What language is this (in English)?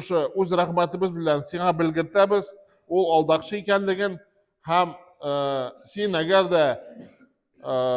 Tatar